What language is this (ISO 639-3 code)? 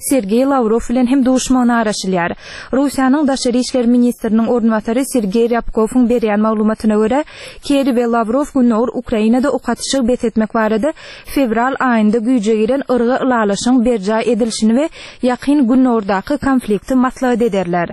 tuk